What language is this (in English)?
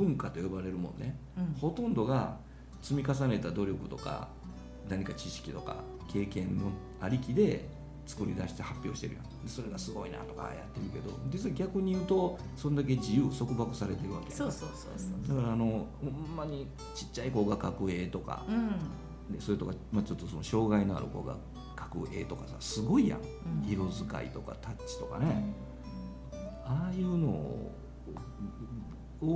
Japanese